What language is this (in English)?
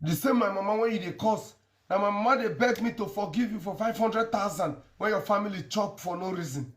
Nigerian Pidgin